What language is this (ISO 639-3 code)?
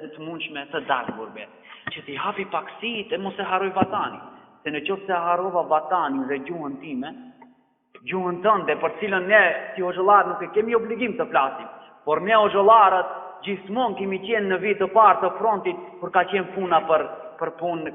sqi